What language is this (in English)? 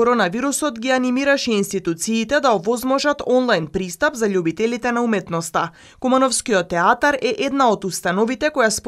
Macedonian